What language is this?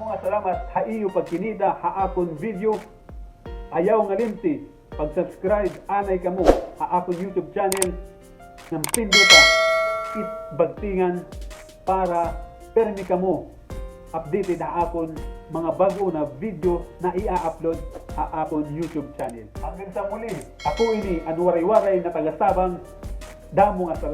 Waray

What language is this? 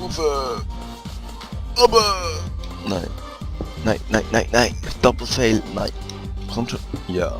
Swiss German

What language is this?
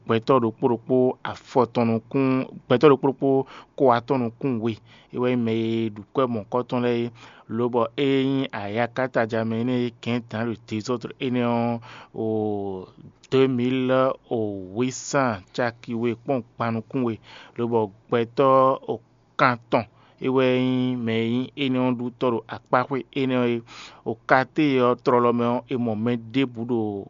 Fon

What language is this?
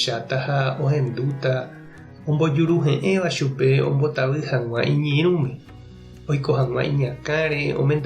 Guarani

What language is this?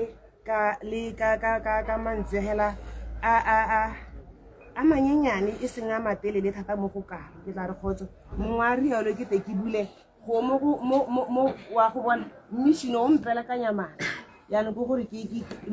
Tswana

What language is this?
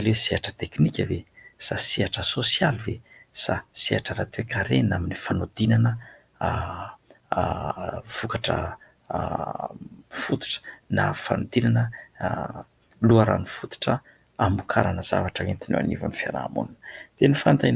Malagasy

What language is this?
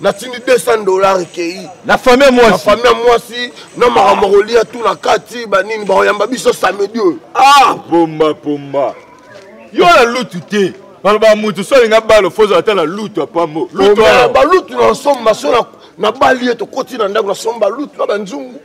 Lingala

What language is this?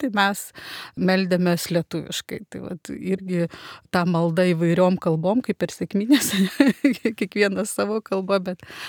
Lithuanian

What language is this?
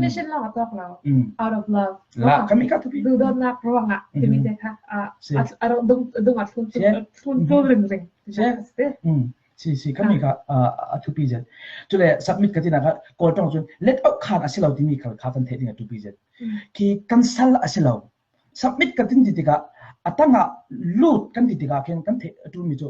Falam Chin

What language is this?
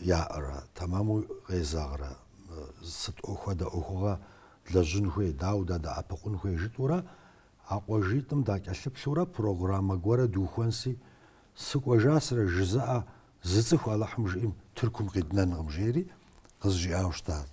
Kabardian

